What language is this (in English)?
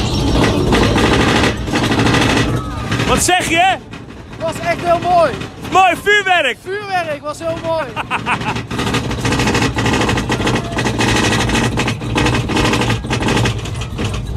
Dutch